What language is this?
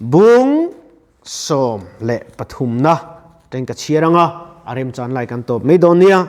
Mizo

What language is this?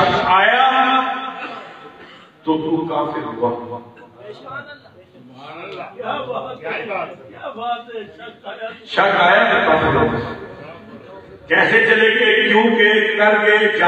Urdu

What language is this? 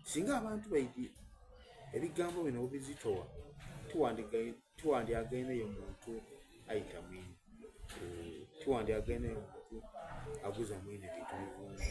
Soga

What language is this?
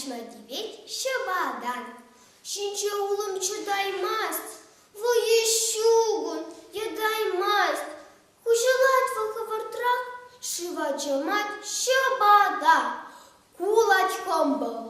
Chuvash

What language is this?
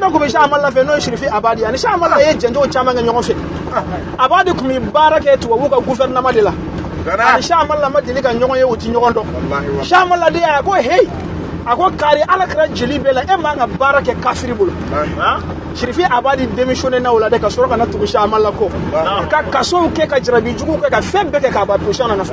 Bambara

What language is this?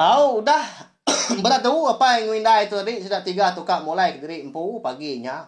Iban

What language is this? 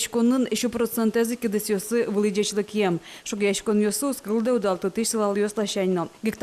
Udmurt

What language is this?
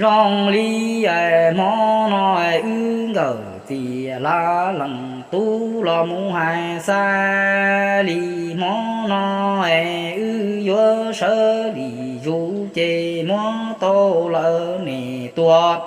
Hmong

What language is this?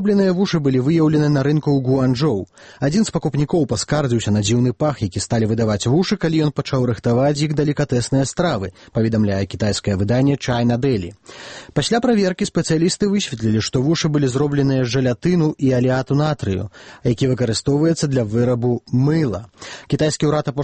Belarusian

